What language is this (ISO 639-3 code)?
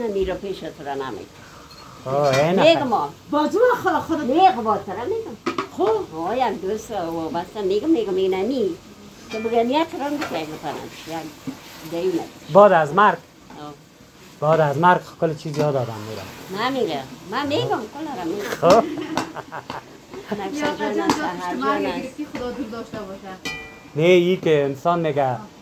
fas